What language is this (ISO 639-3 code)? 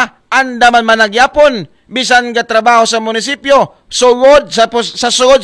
akl